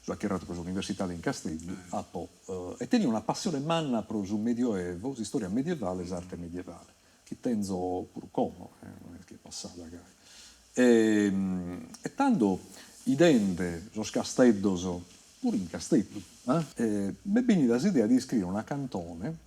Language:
Sardinian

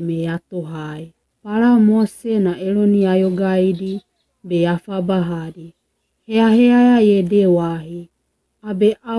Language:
Wagawaga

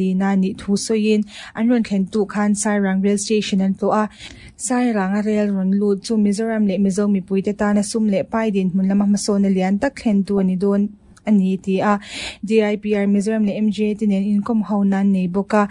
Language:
Mizo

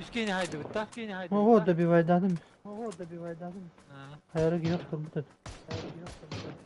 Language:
Yakut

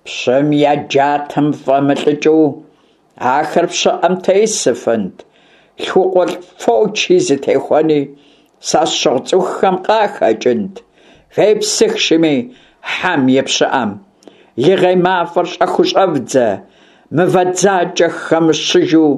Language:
Kabardian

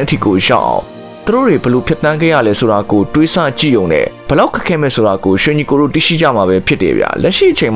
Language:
Burmese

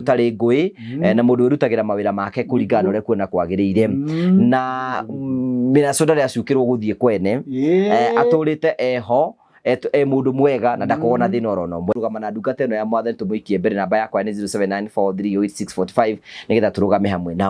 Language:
Kikuyu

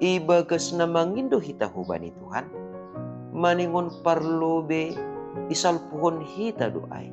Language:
Batak Simalungun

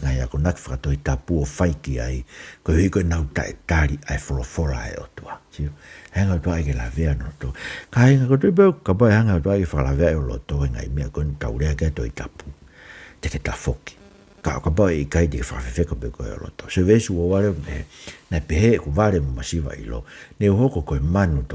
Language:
Tongan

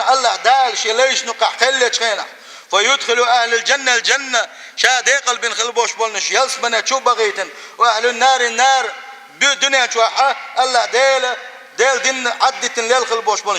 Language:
Chechen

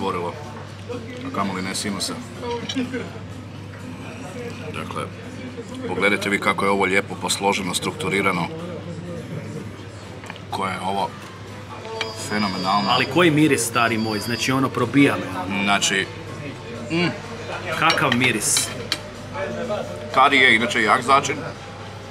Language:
Croatian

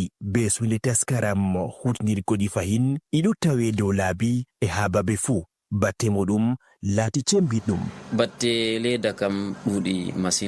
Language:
Nigerian Fulfulde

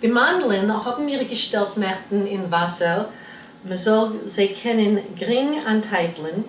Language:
Yiddish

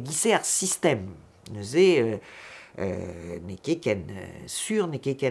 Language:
Breton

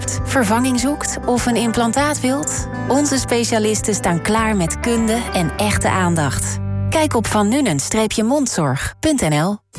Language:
Dutch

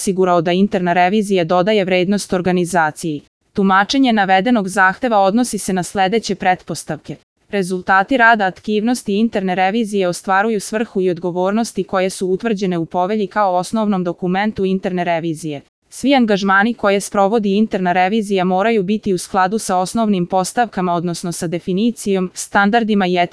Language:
Serbian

